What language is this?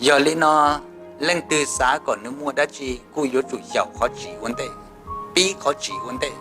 Hmong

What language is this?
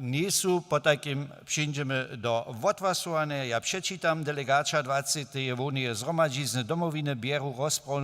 Upper Sorbian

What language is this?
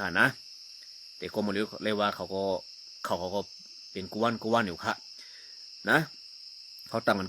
Shan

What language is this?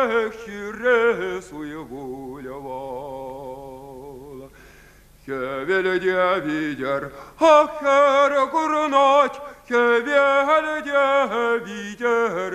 Chuvash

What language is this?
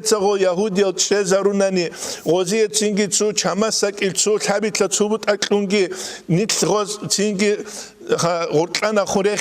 Avaric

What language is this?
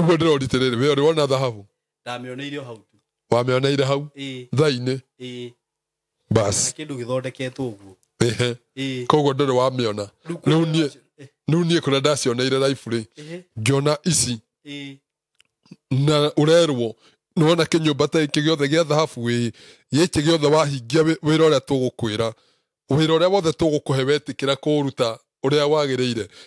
Kikuyu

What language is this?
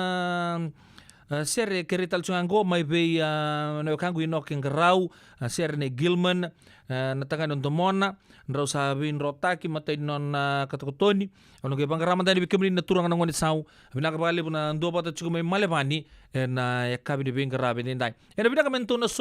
Fijian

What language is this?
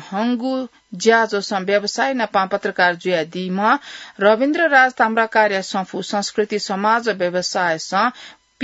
Newari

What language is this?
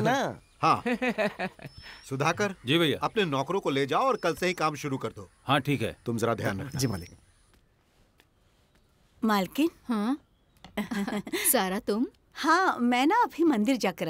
Hindi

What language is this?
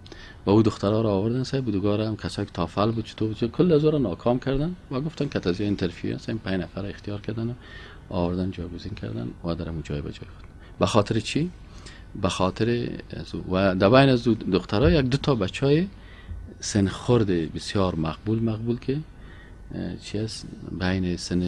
Persian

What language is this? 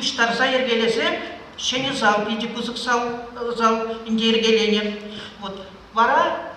Chuvash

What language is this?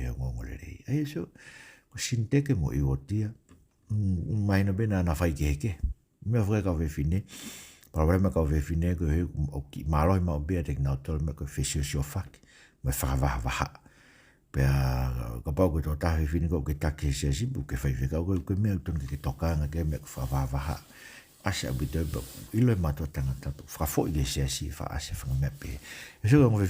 Tongan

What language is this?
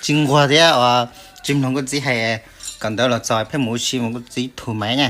Hmong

